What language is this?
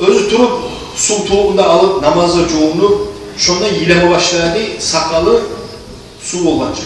Kumyk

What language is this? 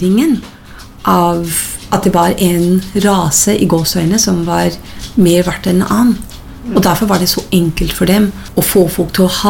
Norwegian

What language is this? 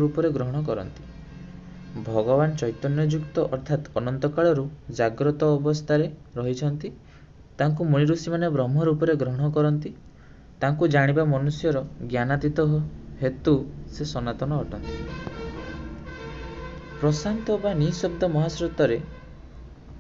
Odia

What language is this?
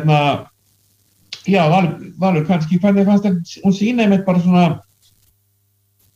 Icelandic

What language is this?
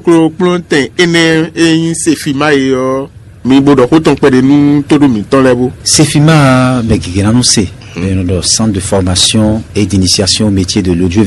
Fon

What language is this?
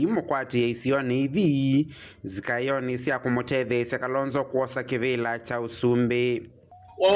Kamba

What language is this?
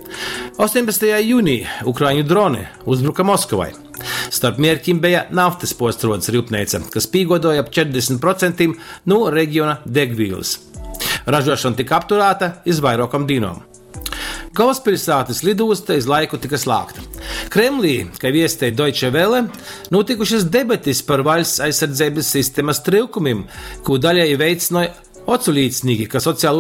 Latgalian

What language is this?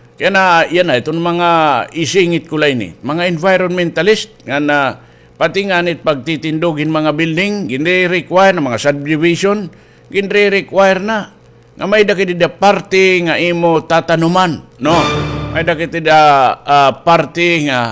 Waray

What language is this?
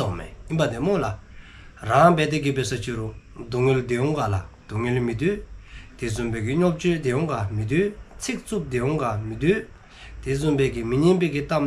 Dzongkha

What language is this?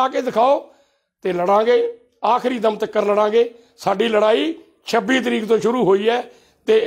Punjabi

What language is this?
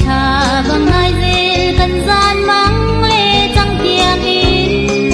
Hakha Chin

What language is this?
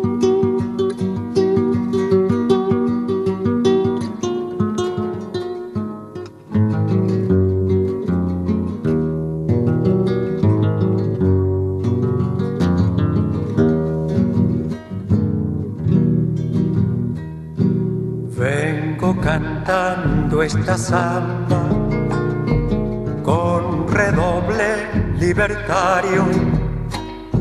Spanish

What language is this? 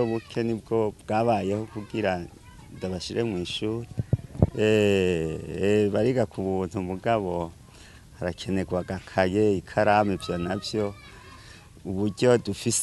Rundi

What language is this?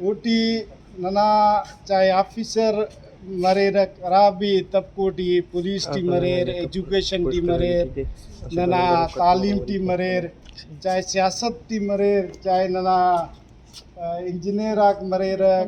Brahui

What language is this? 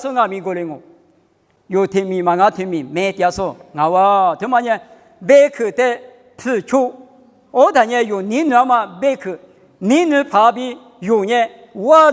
Lisu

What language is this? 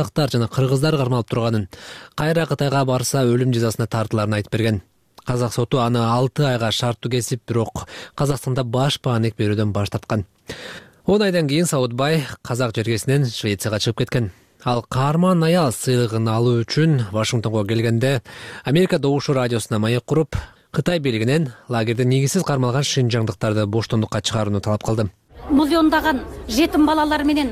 Kyrgyz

